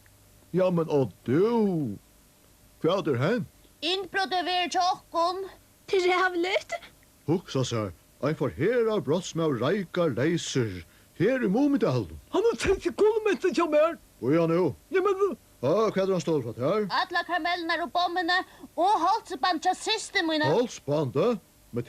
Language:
Faroese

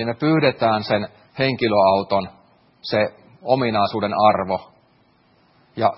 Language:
Finnish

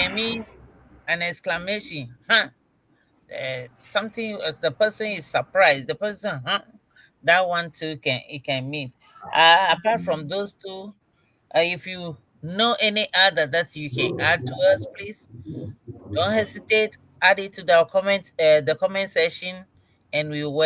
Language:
Ewe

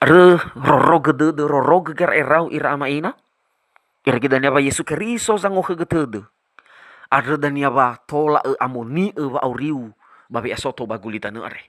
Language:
Nias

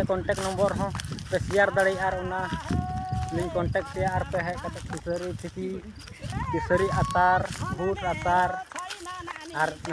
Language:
Santali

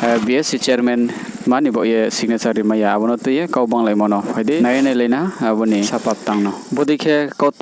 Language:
Riang (India)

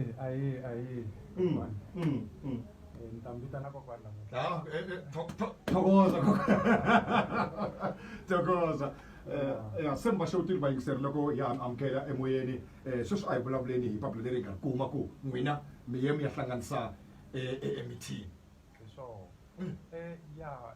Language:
Tsonga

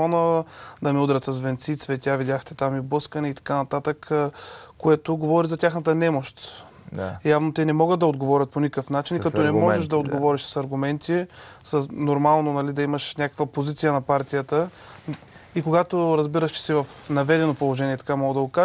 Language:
Bulgarian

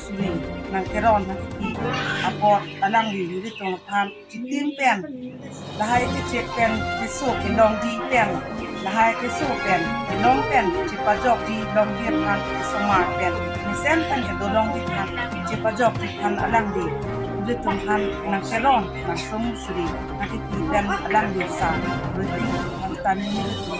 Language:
Karbi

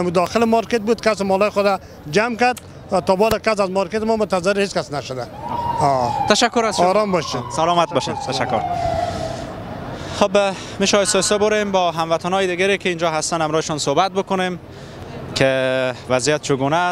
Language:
Persian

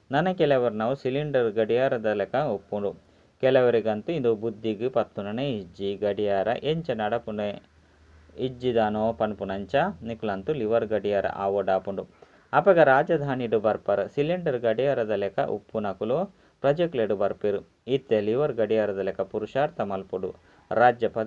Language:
Tulu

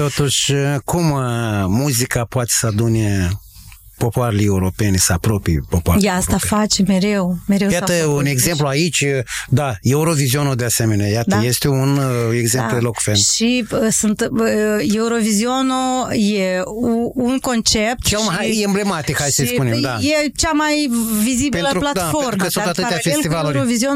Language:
Romanian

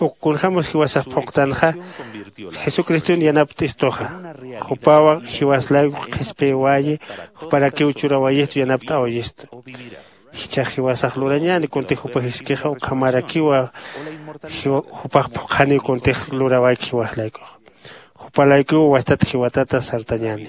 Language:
Aymara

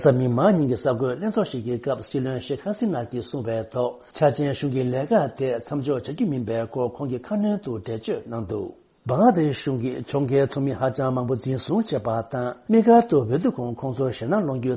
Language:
Tibetan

